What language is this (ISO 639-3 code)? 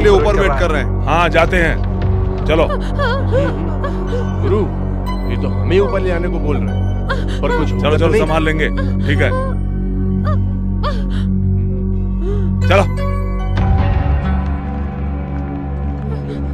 hin